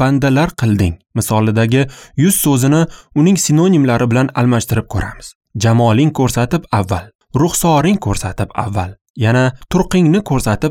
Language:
Uzbek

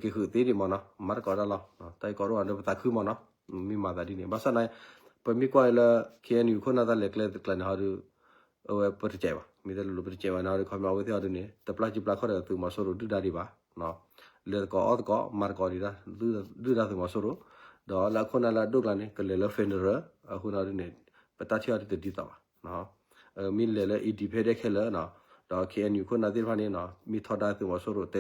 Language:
S'gaw Karen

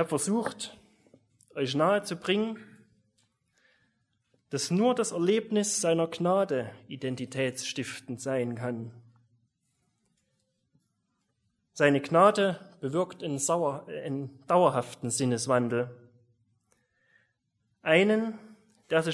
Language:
German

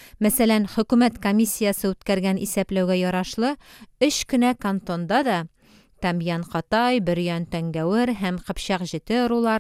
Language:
Tatar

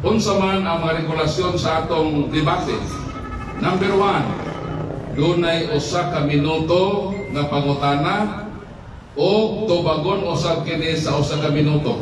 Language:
Cebuano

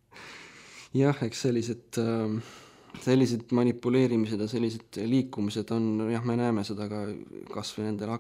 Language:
Estonian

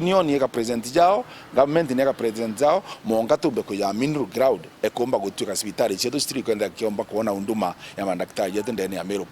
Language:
Meru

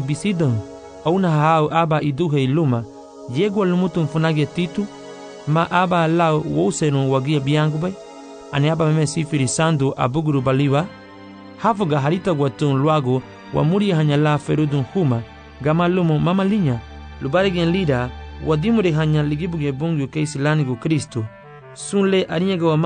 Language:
Garifuna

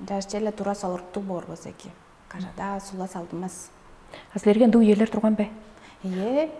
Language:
Tuvinian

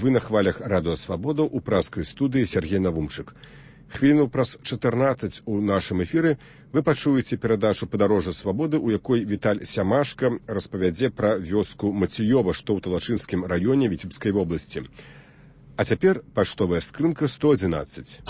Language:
Belarusian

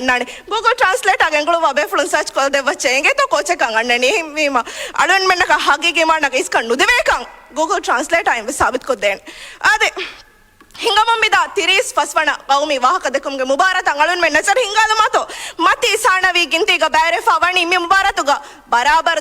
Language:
Divehi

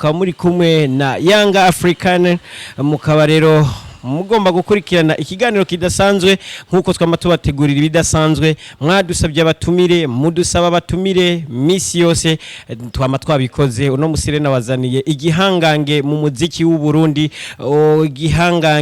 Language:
Rundi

